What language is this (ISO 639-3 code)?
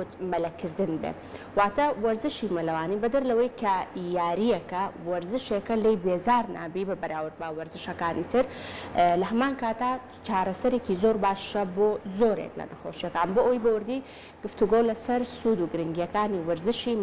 ckb